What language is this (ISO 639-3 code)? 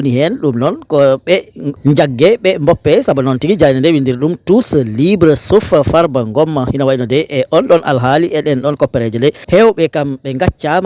ful